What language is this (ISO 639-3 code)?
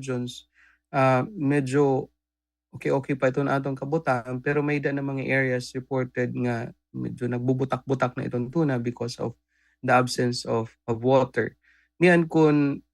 war